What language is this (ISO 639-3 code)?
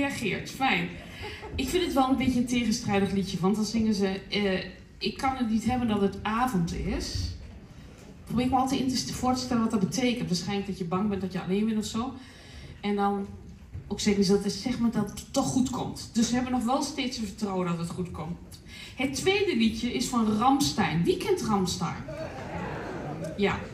nld